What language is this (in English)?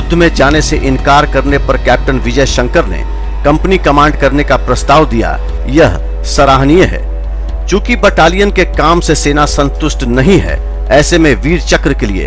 Hindi